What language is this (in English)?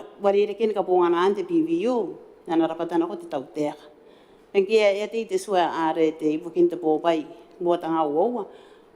Gilbertese